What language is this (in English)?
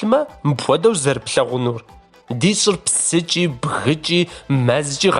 Kabardian